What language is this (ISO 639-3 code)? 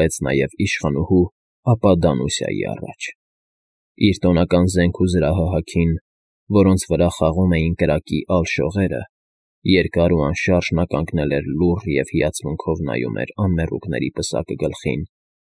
hye